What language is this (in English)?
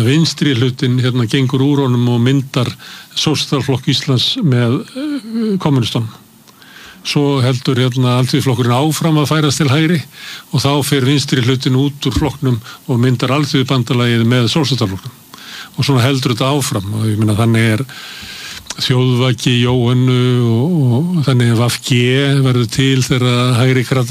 Icelandic